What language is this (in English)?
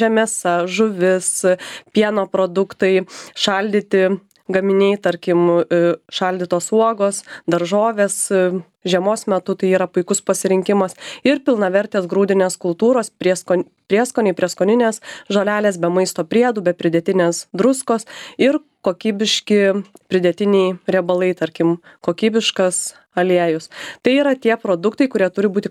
Lithuanian